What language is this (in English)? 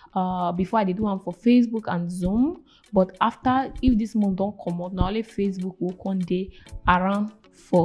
Nigerian Pidgin